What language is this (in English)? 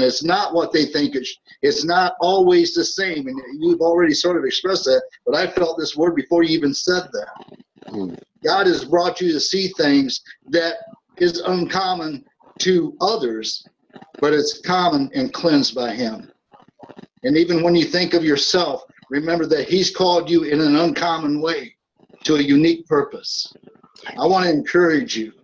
English